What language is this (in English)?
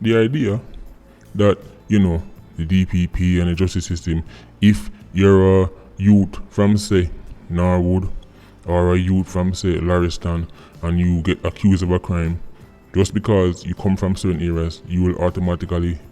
Jamaican Creole English